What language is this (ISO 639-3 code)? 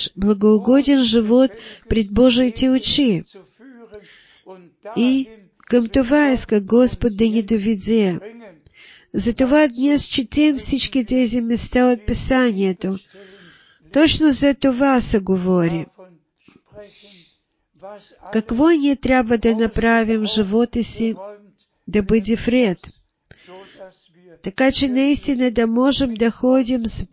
bul